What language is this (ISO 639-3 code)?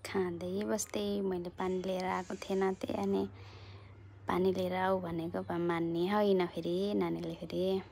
nep